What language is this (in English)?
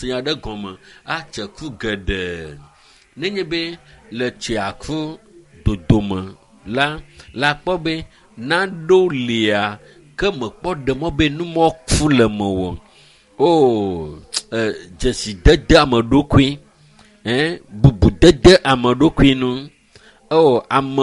Ewe